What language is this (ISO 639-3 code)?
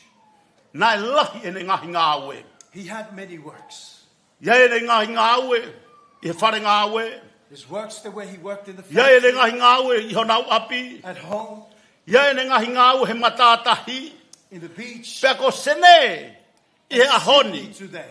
ton